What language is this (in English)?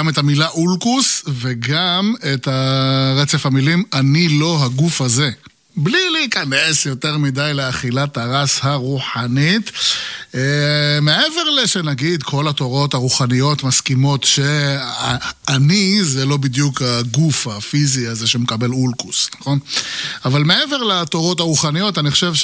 Hebrew